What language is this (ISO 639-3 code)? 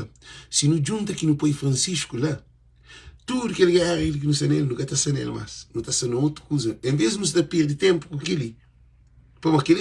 kea